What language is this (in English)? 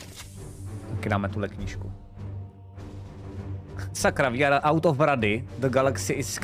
Czech